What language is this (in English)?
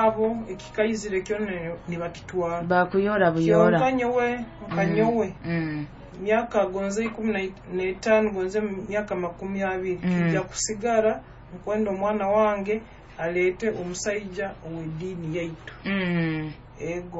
Nyoro